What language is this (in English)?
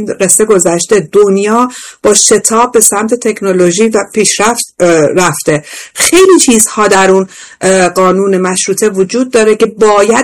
Persian